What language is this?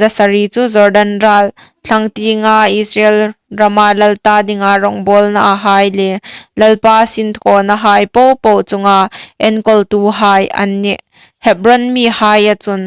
Hmar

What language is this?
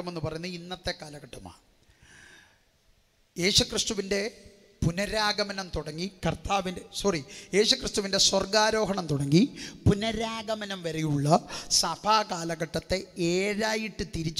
Malayalam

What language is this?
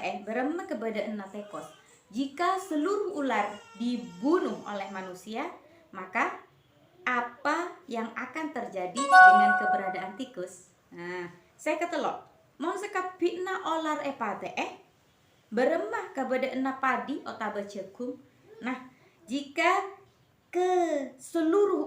Madurese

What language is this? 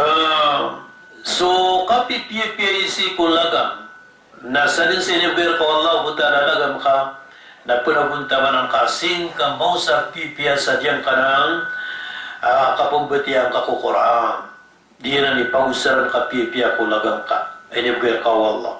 Maranao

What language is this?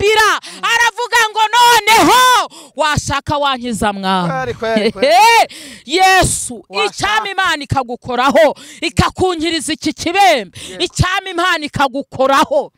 Kinyarwanda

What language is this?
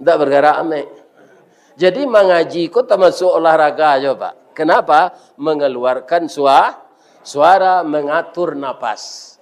Minangkabau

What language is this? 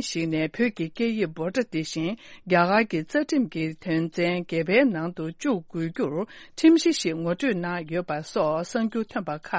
Tibetan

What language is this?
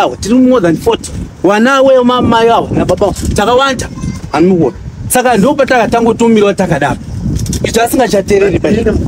Shona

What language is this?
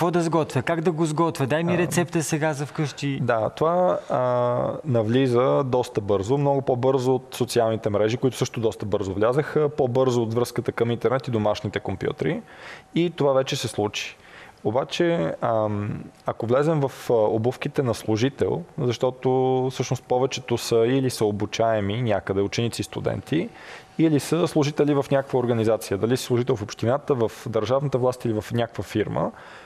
Bulgarian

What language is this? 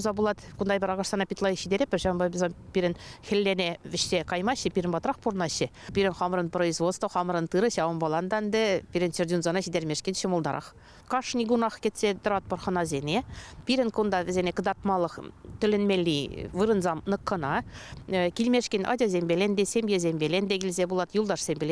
Chuvash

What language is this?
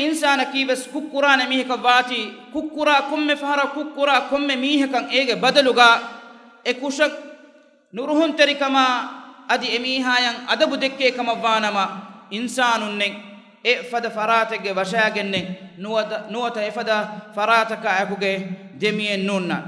Divehi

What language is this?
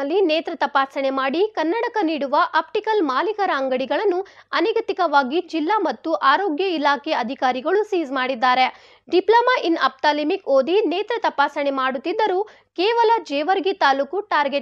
Kannada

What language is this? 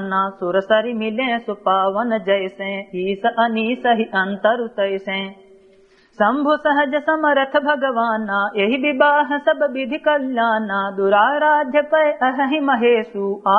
Awadhi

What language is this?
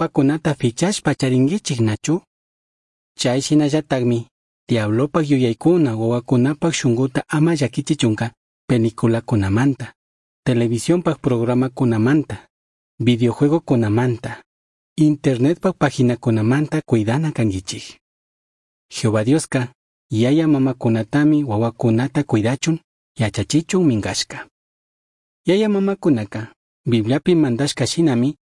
Chimborazo Highland Quichua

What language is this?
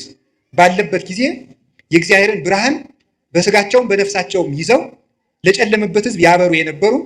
Amharic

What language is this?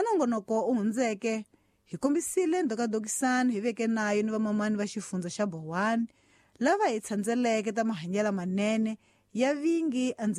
Tsonga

